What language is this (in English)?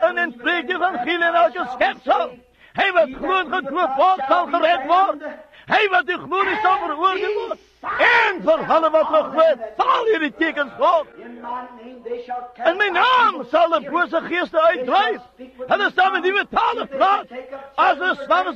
Afrikaans